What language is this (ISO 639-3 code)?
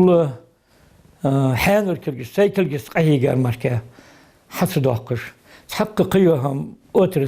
inh